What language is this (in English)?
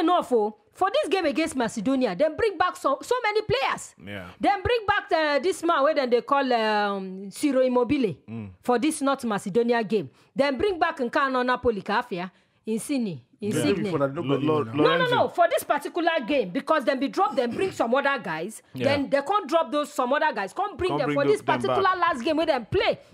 Nigerian Pidgin